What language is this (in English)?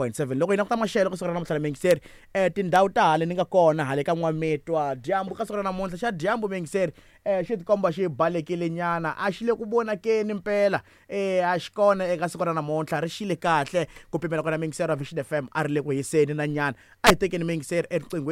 Tsonga